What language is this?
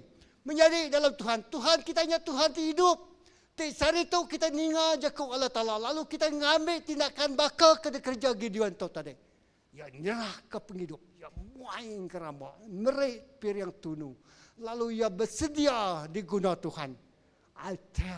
Iban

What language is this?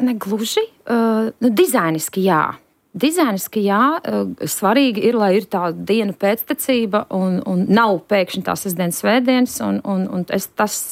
Latvian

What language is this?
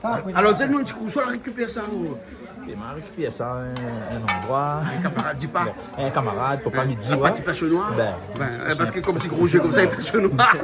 Réunion Creole French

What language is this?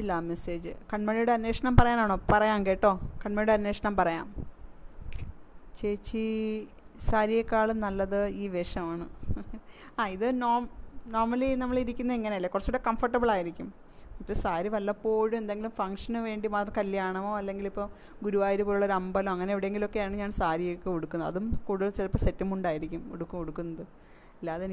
Malayalam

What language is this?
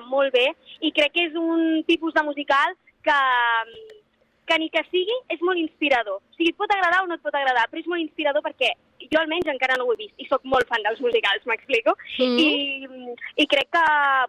Catalan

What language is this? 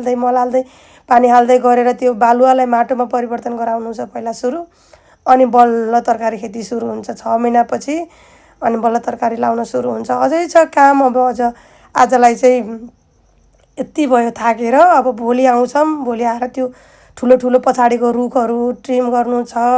Nepali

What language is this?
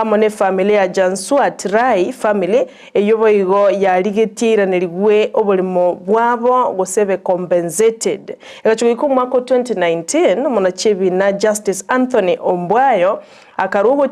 Gusii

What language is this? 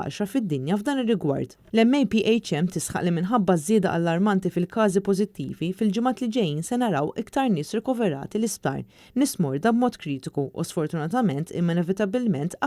Maltese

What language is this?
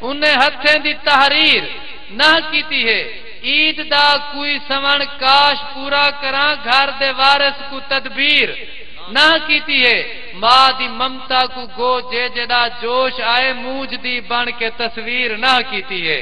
Saraiki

